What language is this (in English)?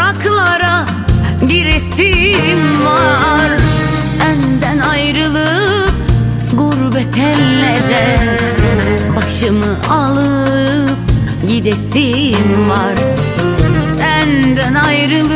Turkish